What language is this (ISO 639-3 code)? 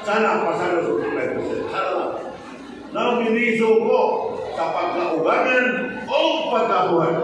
ceb